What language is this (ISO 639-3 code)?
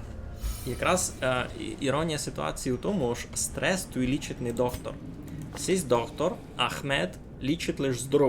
rue